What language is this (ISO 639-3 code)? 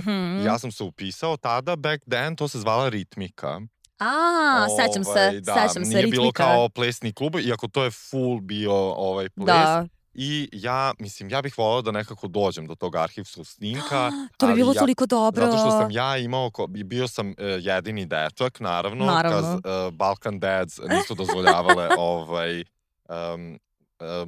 srp